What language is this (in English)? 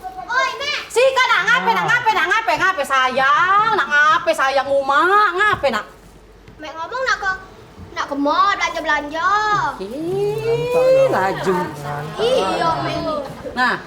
Musi